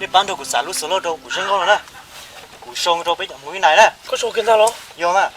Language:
Hmong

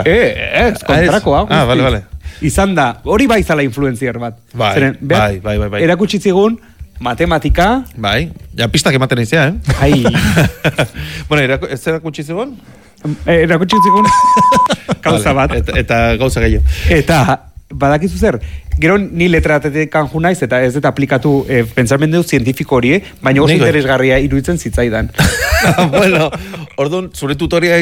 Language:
Basque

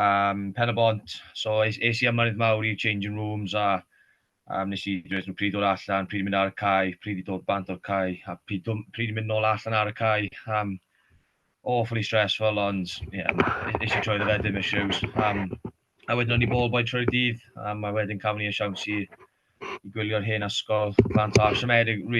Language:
Welsh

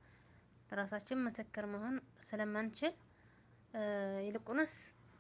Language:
Amharic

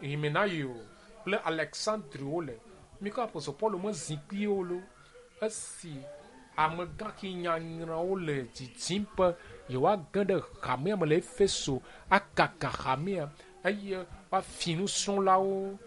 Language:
Ewe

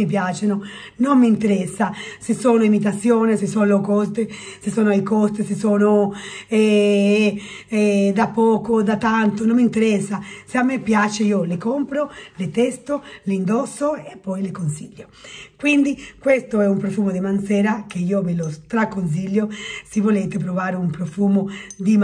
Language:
Italian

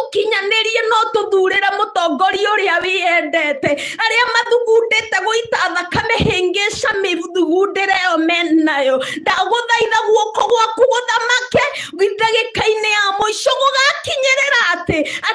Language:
Kikuyu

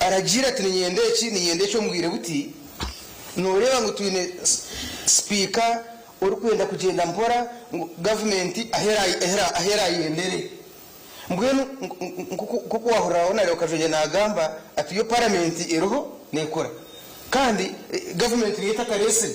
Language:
Nyankole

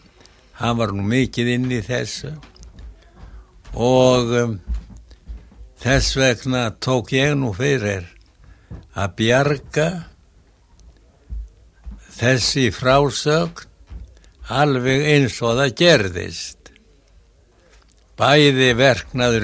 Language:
Icelandic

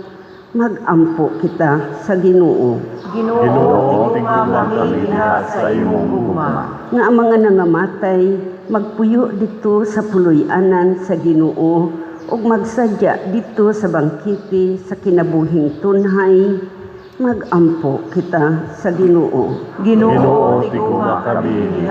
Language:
Cebuano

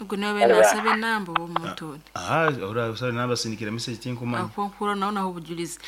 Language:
Nyankole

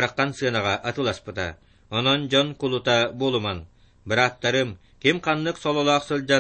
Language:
Yakut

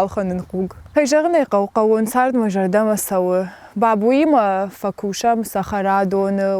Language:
Ossetic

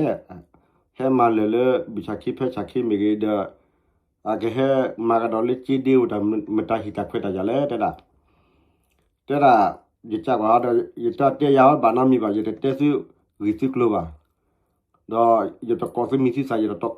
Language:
S'gaw Karen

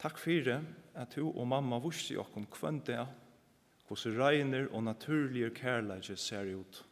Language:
Faroese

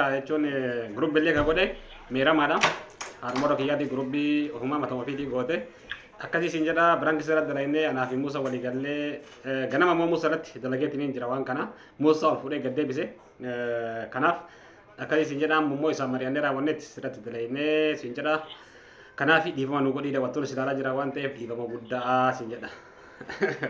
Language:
Oromo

